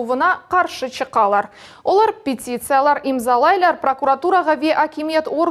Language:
Crimean Tatar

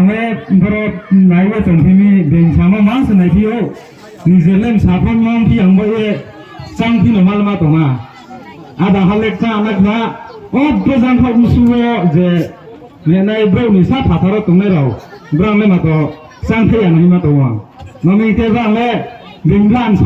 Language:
Riang (India)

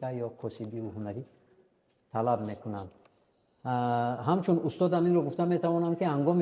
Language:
Tajik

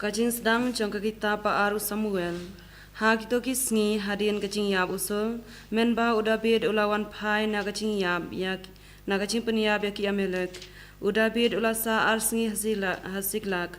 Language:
Khasi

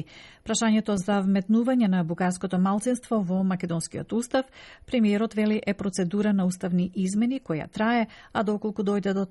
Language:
Macedonian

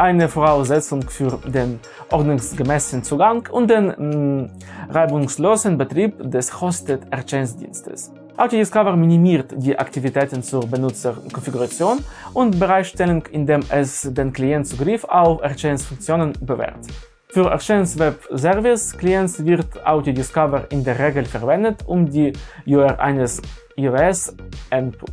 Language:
German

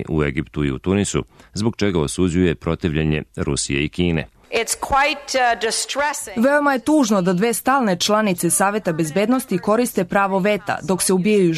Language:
Serbian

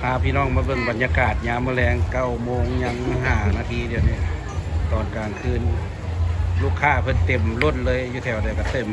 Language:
Lao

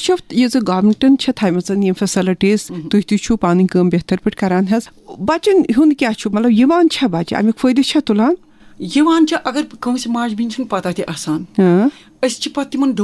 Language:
Kashmiri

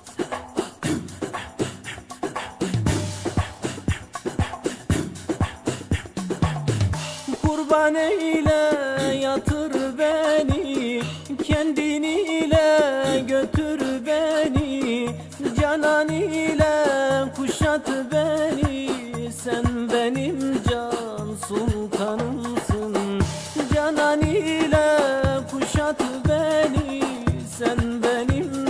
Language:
Turkish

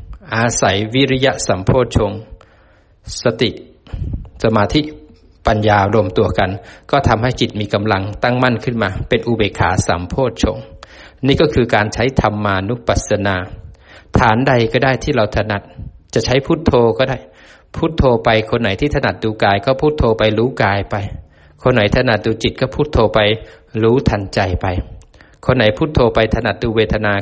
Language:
Thai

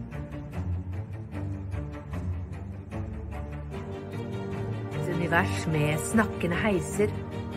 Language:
Norwegian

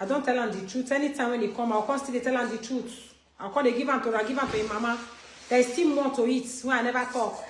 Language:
Nigerian Pidgin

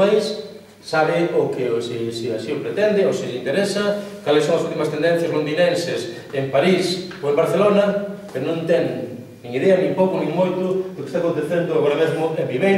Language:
Galician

